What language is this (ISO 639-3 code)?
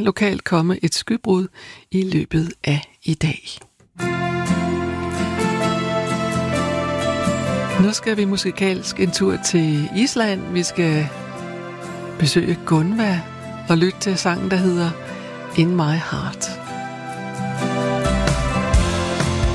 dan